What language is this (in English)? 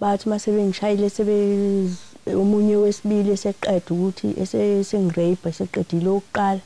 Zulu